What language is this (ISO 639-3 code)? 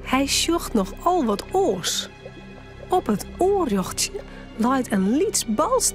fry